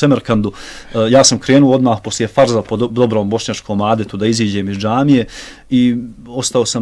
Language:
Bosnian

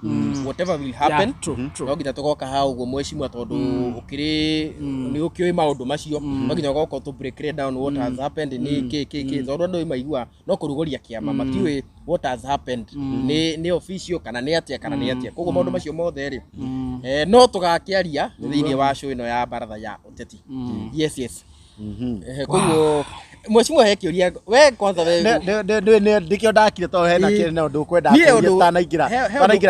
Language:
Kikuyu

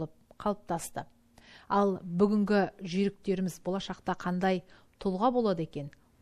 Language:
Kazakh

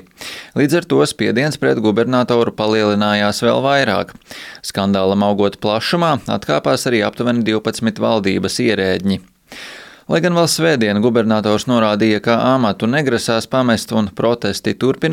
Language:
Latvian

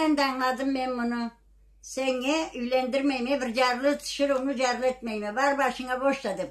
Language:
Karachay-Balkar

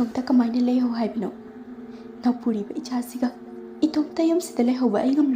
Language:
Manipuri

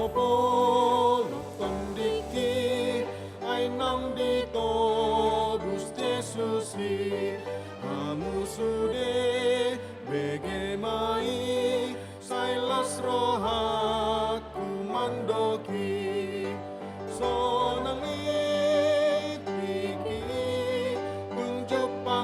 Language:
Batak Toba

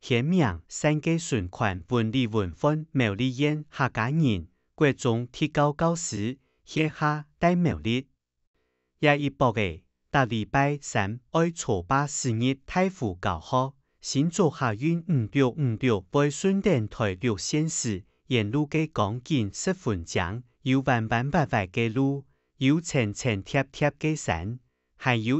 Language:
Hakka Chinese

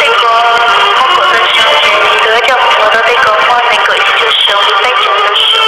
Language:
Hmong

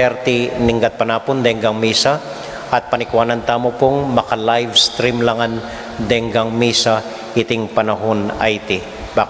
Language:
Pampanga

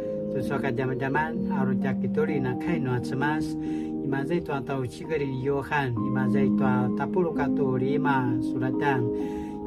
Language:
Paiwan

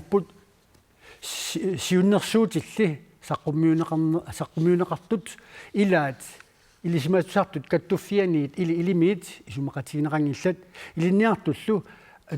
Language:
Kalaallisut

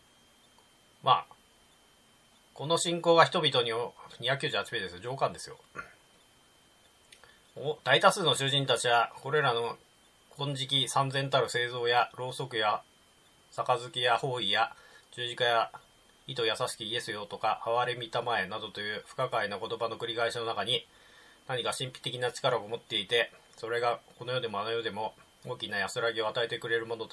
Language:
Japanese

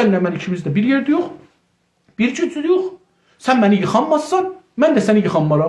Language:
South Azerbaijani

